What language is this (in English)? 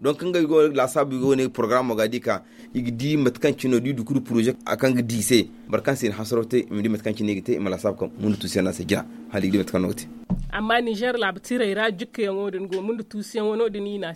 Zarma